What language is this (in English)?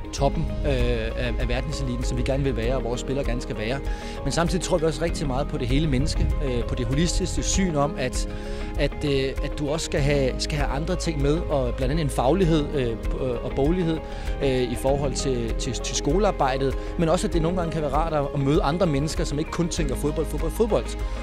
Danish